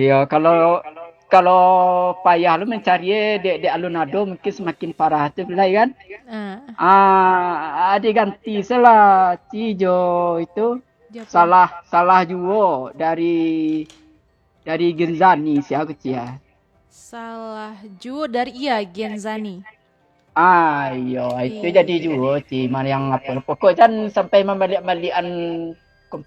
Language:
Minangkabau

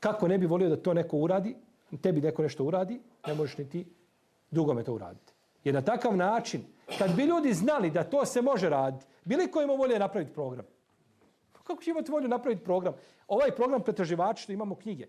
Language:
Bosnian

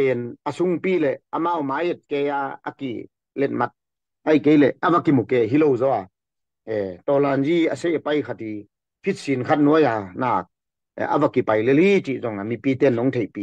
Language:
Tedim Chin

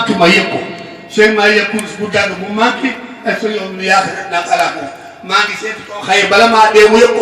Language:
Wolof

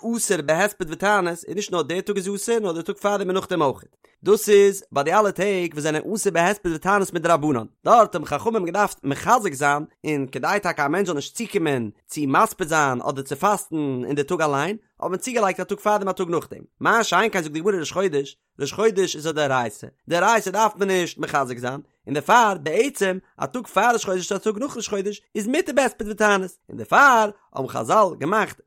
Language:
Yiddish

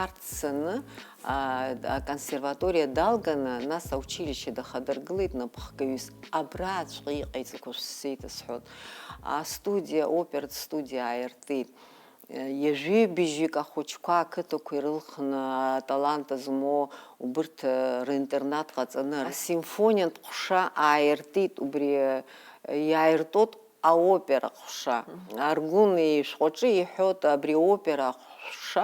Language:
Abkhazian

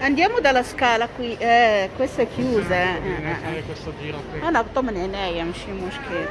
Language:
Moroccan Arabic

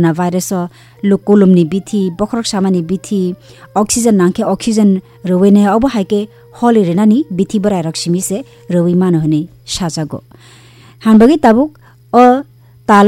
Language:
Kok Borok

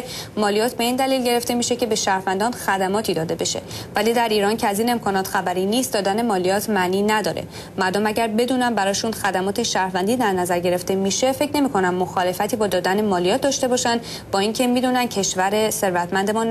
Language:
Persian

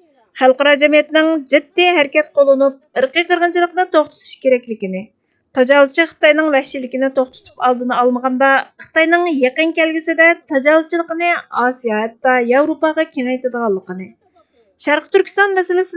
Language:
Uyghur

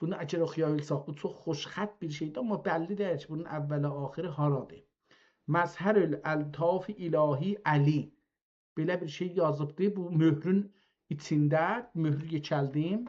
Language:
South Azerbaijani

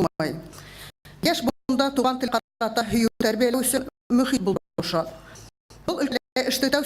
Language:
Bashkir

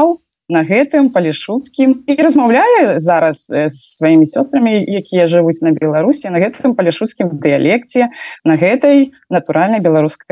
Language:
Belarusian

